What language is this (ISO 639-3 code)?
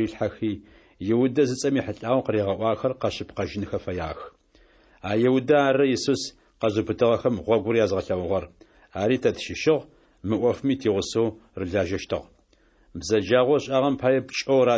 ady